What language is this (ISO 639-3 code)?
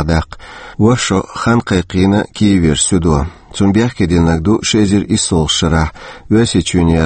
che